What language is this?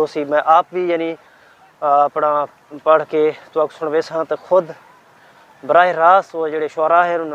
Saraiki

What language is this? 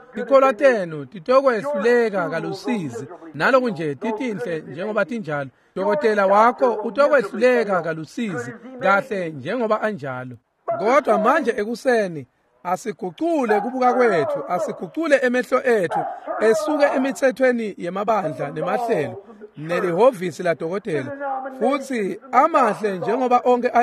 Swati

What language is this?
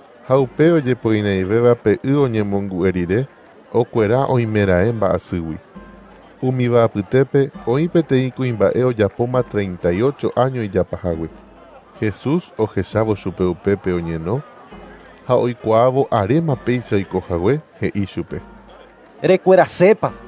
Guarani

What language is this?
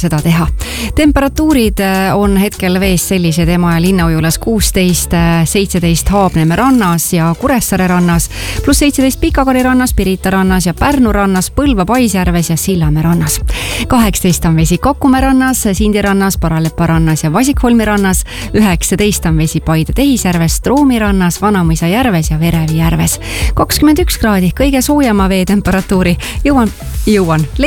Estonian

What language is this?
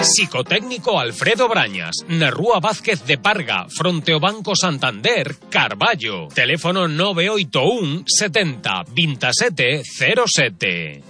Galician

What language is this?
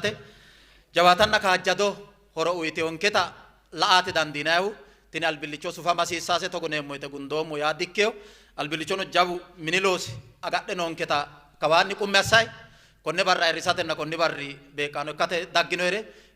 Sidamo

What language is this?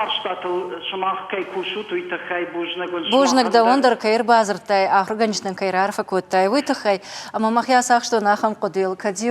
Ossetic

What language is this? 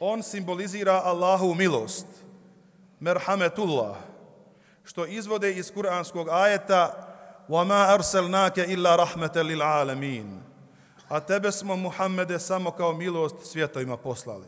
Bosnian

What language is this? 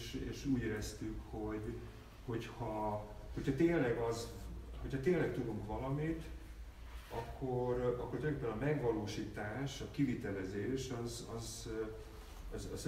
Hungarian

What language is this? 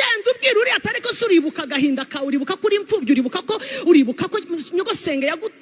Kinyarwanda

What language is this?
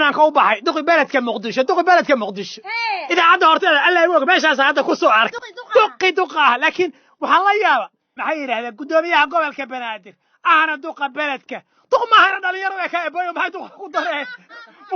Somali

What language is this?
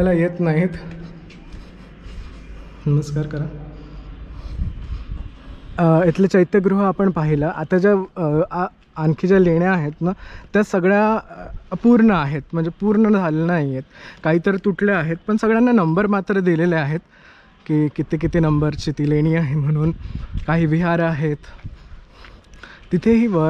Marathi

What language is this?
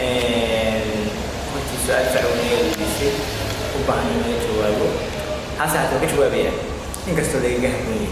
Somali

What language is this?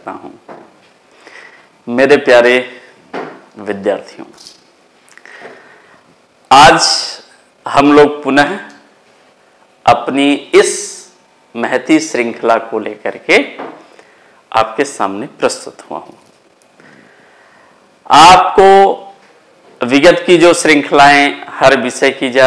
Hindi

